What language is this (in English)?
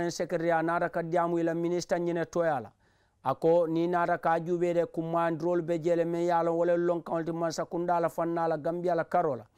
Mandingo